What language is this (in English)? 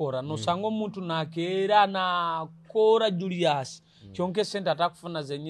Nyoro